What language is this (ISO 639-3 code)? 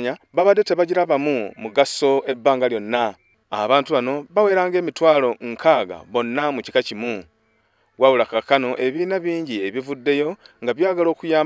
lug